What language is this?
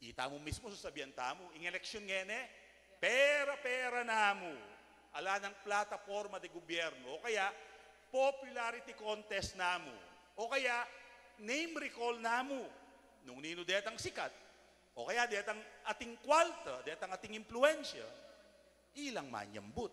Pampanga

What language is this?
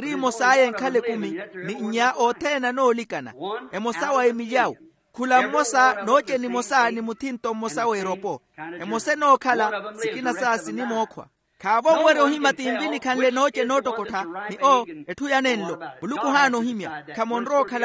Makhuwa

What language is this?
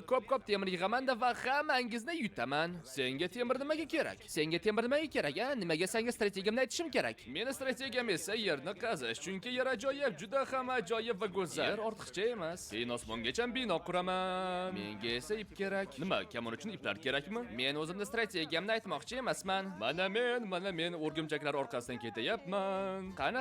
Uzbek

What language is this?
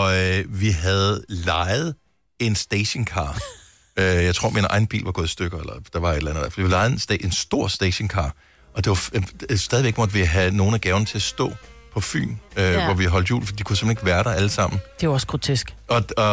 Danish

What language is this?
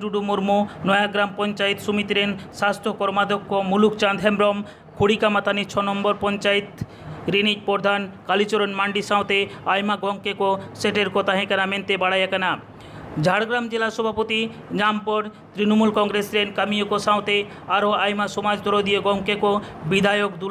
Santali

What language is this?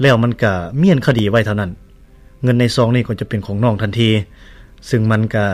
Lao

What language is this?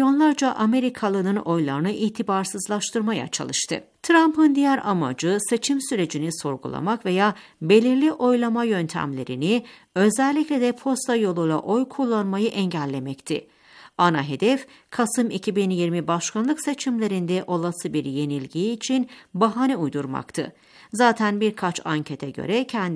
Turkish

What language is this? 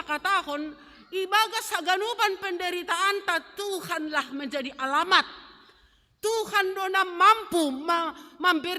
Batak Simalungun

